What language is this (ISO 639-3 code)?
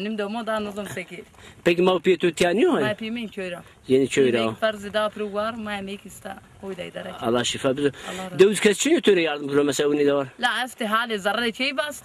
zza